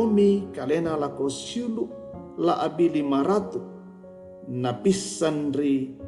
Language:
Toraja-Sa'dan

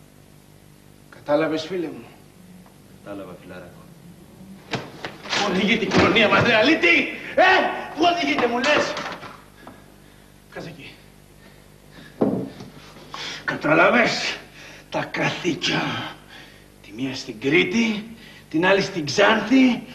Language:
Greek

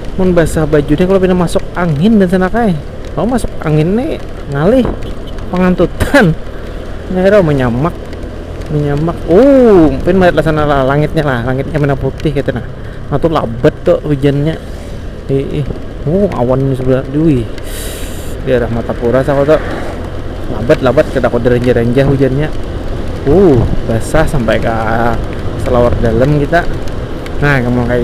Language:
Banjar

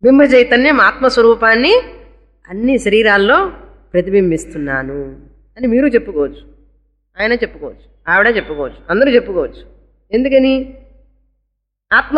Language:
Telugu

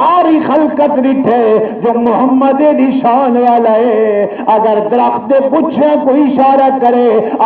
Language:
Saraiki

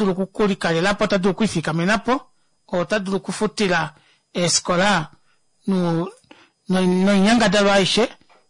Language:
Kuanyama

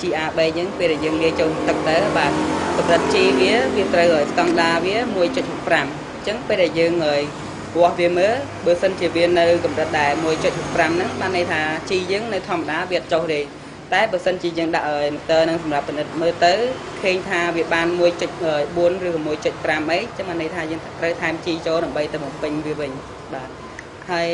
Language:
Khmer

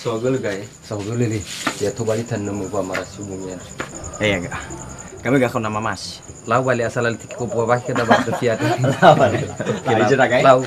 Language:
Nias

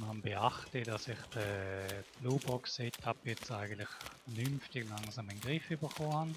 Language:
Swiss German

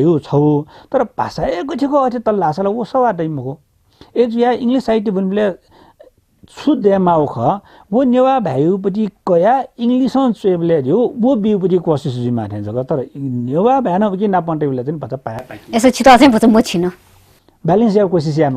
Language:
Newari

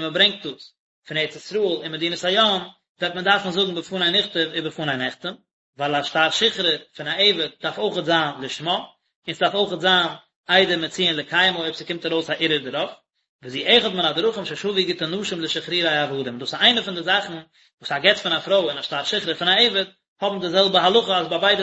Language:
Yiddish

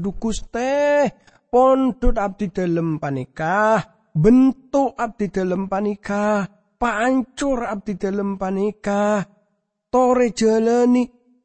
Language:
Madurese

